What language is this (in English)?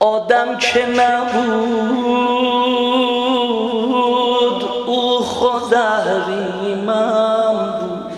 South Azerbaijani